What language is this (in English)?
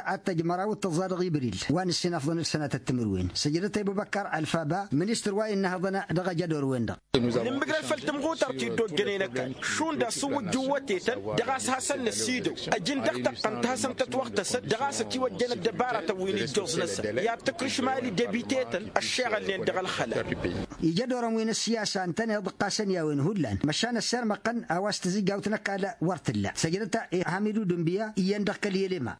Tamasheq